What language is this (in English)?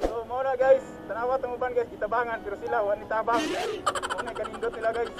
Cebuano